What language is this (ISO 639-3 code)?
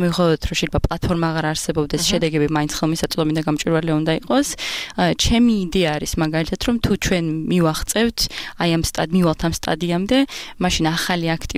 kat